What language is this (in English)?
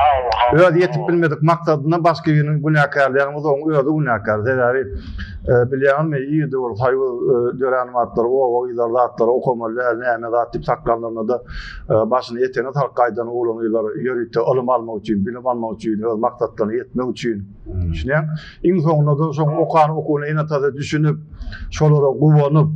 Turkmen